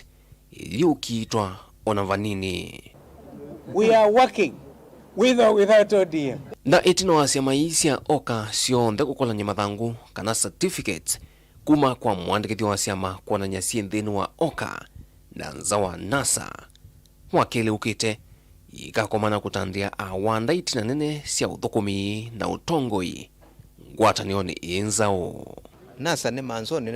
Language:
Kamba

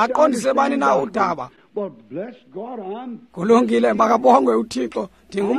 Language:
Xhosa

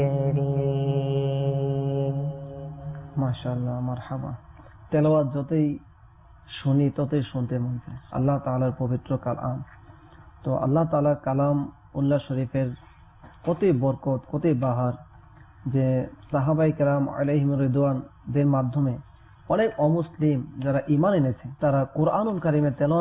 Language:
Bangla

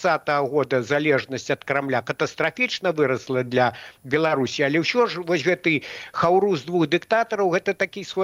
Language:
Belarusian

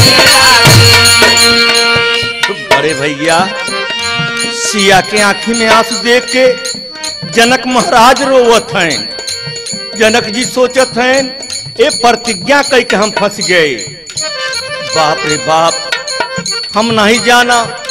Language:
Bhojpuri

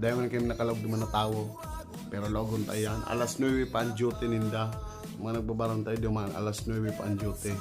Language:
Bikol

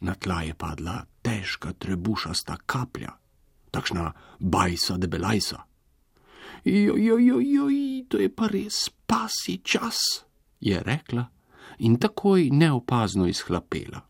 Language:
Slovenian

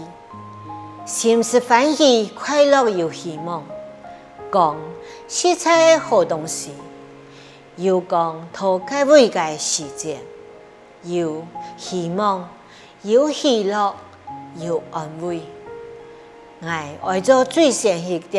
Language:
Hakka Chinese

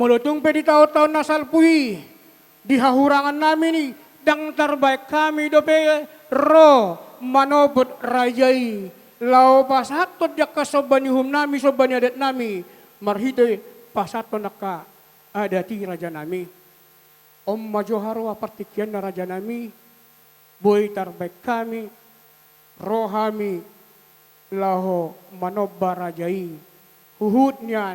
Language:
Batak Toba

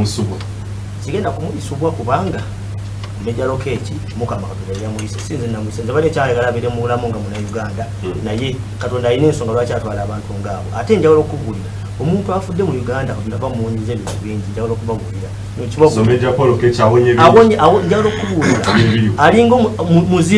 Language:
Ganda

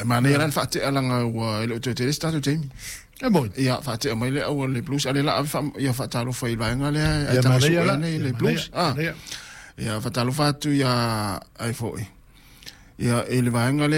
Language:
Samoan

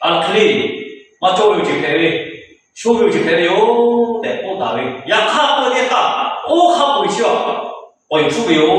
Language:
Lahu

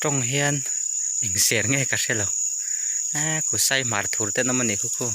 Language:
Mizo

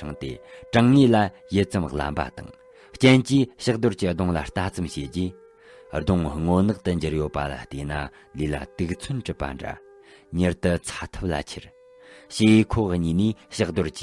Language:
Tibetan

